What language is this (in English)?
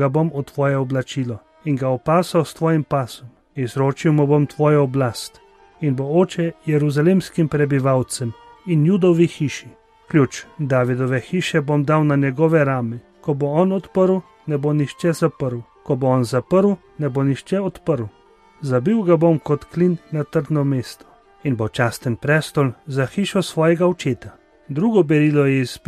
Slovenian